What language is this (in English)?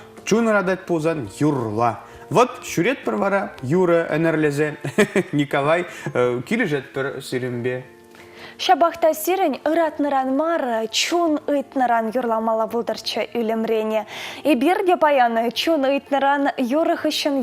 Chuvash